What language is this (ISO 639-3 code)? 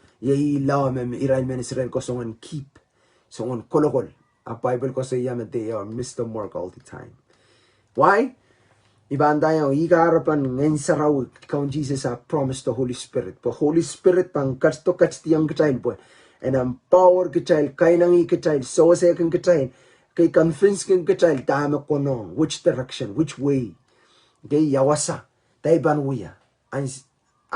pon